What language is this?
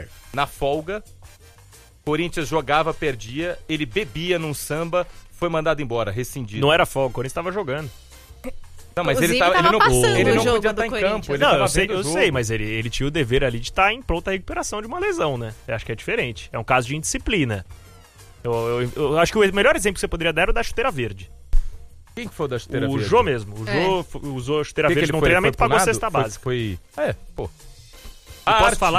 Portuguese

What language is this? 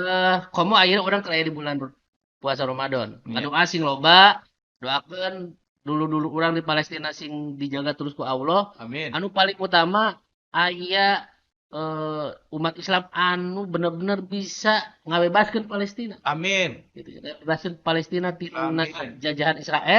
Sundanese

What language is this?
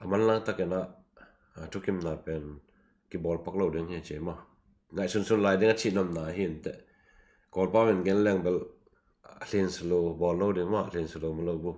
Tedim Chin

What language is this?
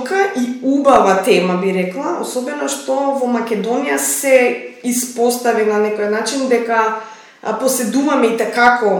Macedonian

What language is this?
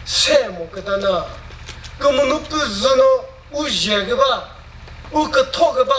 Chokri Naga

